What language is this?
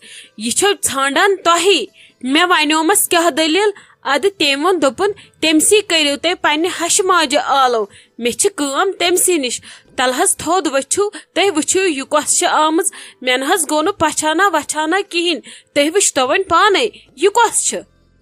Kashmiri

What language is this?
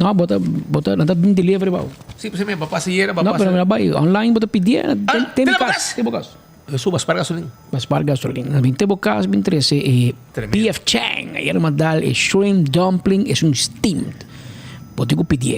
Papiamento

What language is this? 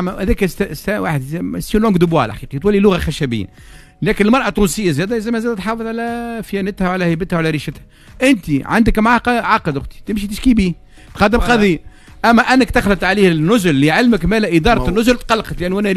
Tunisian Arabic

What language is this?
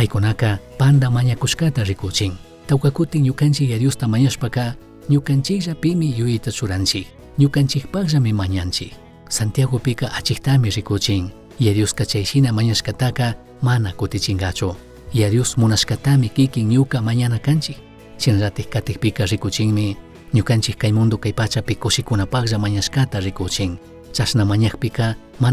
Chimborazo Highland Quichua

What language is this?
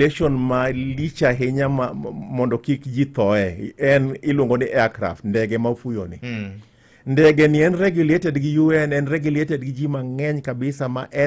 Luo (Kenya and Tanzania)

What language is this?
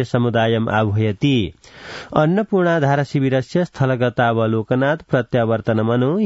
Sanskrit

